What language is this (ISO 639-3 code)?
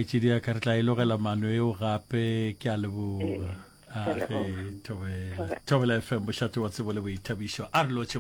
nso